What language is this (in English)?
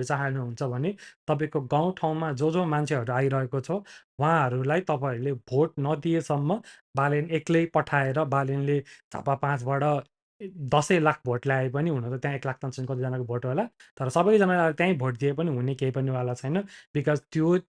Nepali